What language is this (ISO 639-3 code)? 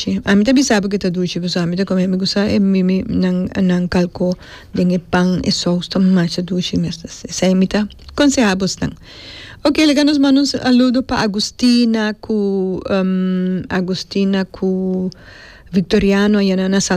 pap